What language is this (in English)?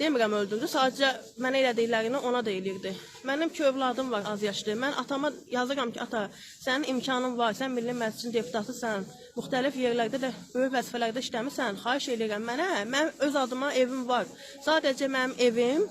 Azerbaijani